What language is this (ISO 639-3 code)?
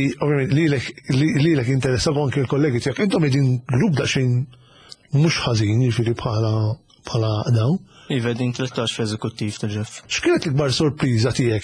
mlt